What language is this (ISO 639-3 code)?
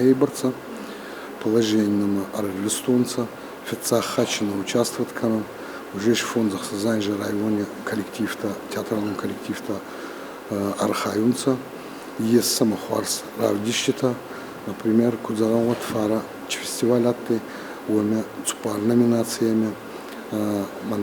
oss